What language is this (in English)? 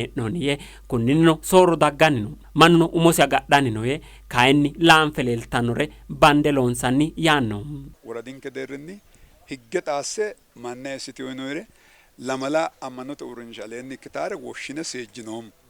Sidamo